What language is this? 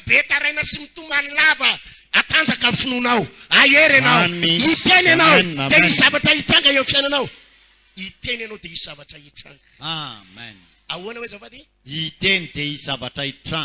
Malagasy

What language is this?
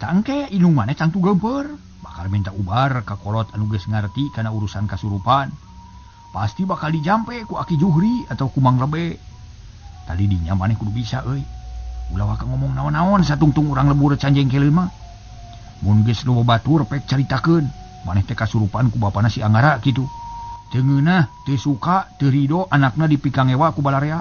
Sundanese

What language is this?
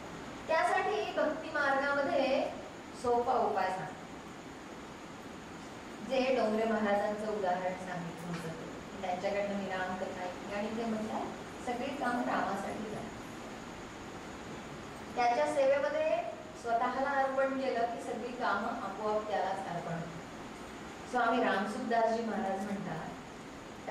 Marathi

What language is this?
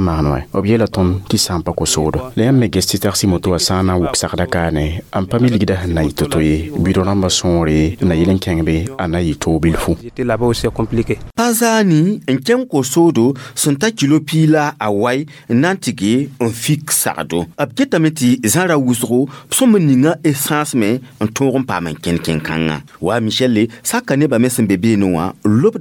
Mossi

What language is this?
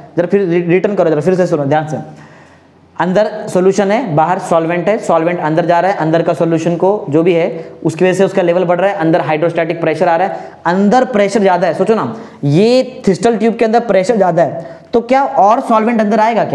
Hindi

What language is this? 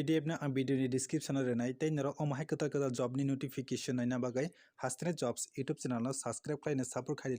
Kok Borok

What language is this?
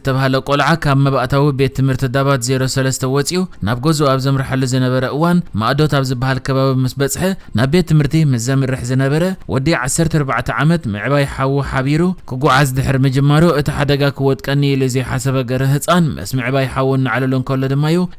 Tigrinya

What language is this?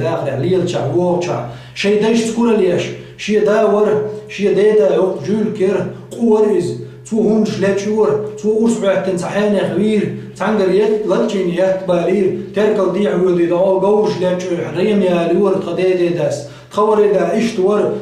Chechen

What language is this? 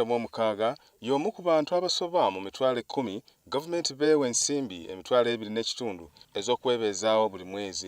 Ganda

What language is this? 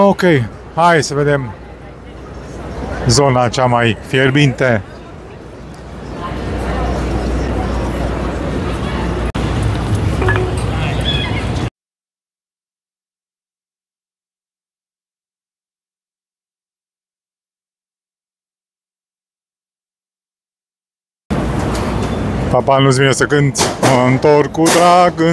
Romanian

